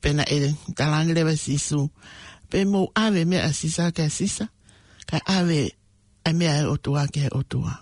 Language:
Tongan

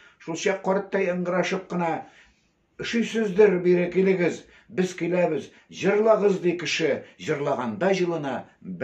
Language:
Tatar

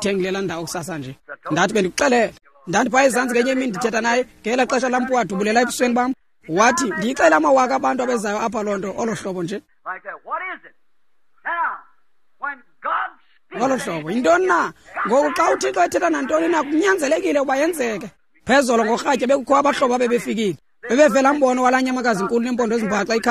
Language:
Xhosa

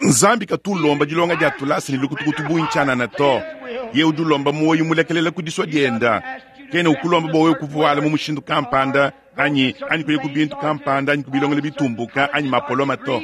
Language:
Luba-Lulua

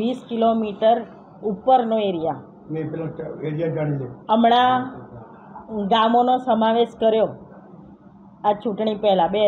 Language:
Gujarati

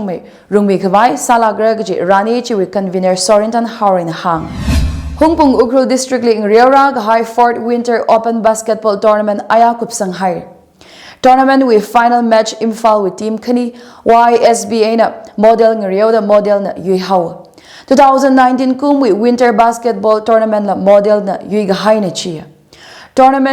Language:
Tangkhul Naga (India)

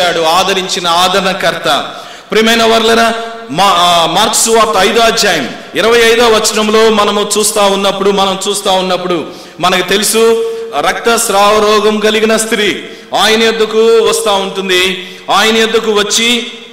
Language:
Telugu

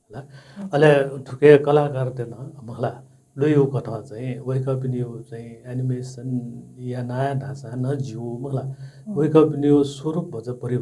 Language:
Newari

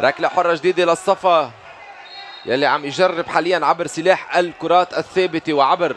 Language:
North Levantine Arabic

